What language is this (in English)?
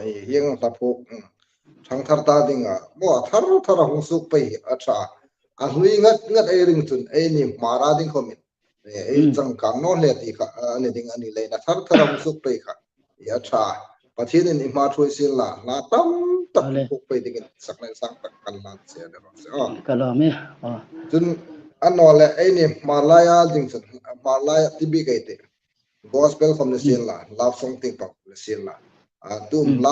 Hmar